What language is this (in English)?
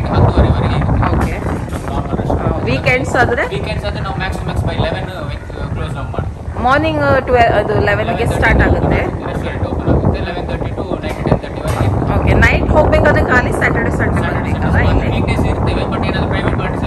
Kannada